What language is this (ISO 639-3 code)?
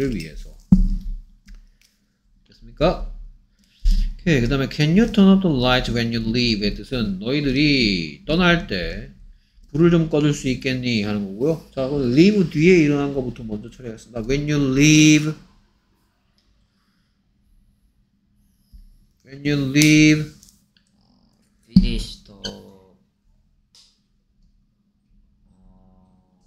kor